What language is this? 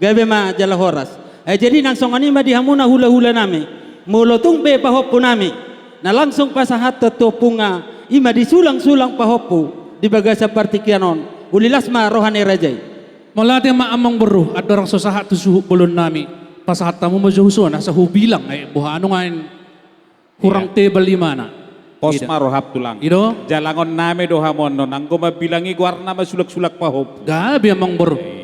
Batak Toba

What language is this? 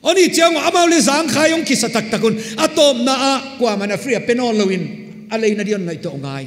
Paite Chin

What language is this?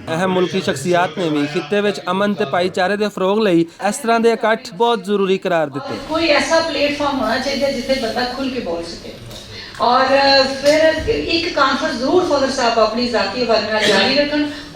Western Panjabi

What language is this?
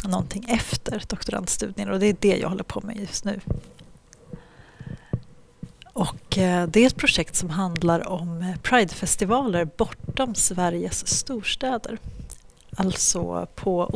Swedish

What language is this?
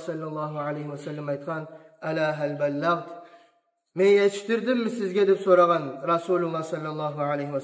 Kumyk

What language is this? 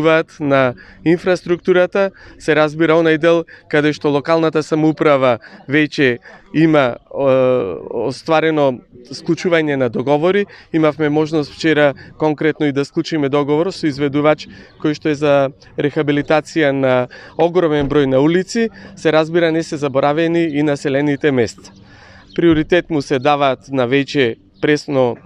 Macedonian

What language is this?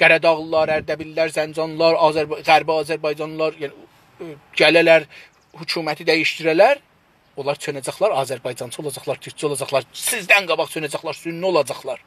South Azerbaijani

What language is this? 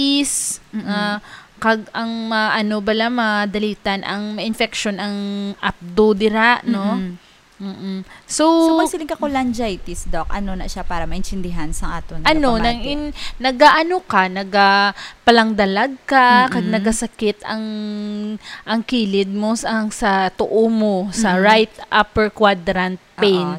Hiligaynon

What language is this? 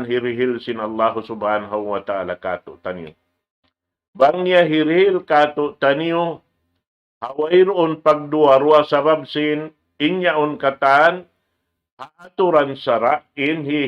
Tausug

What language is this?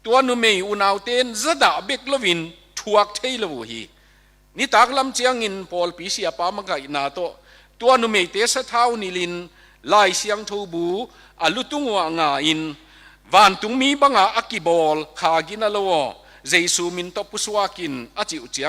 Tedim Chin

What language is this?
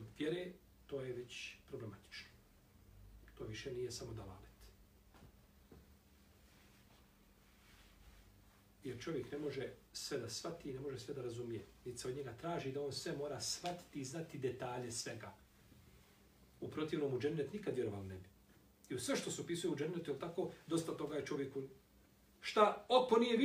Bosnian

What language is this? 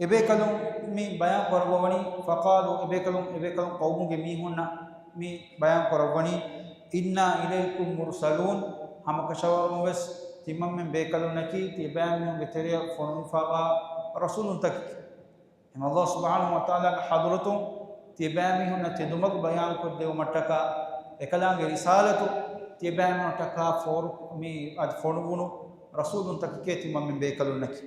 Divehi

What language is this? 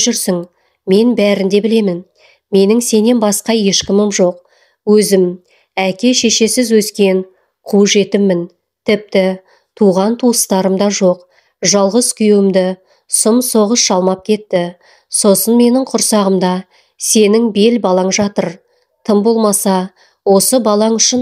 Kazakh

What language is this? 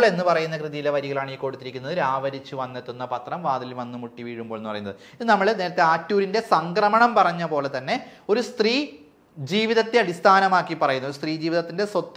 Malayalam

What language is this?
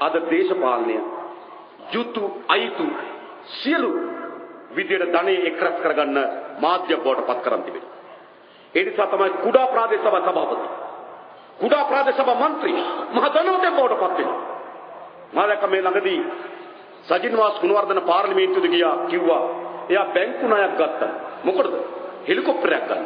Sinhala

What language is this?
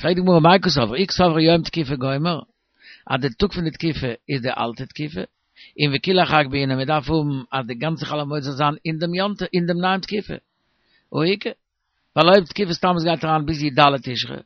Yiddish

